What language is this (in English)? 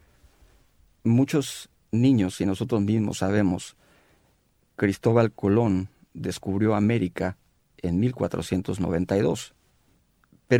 Spanish